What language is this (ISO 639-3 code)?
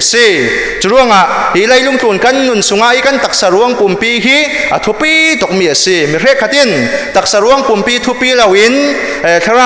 cfm